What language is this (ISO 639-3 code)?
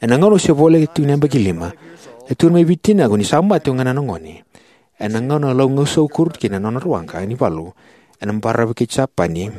fij